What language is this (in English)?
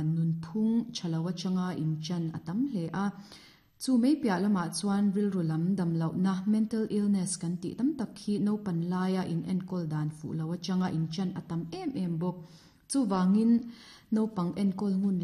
Mizo